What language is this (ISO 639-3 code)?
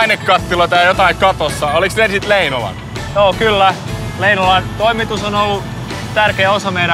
fin